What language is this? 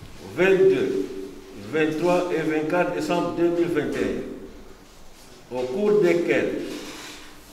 French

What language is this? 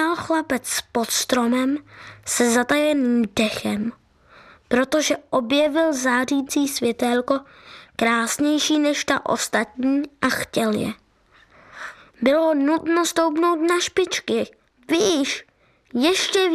Czech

